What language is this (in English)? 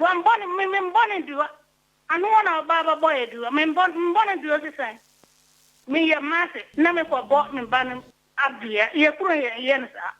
Akan